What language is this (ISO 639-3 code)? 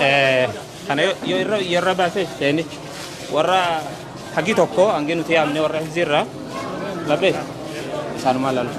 orm